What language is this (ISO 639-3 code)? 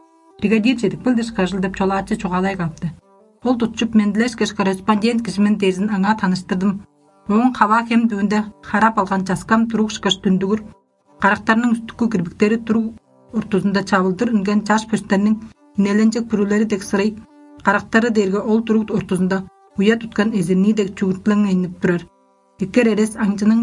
tyv